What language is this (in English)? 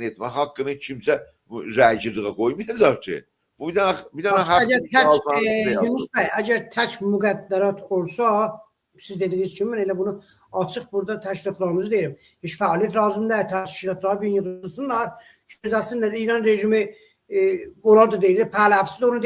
South Azerbaijani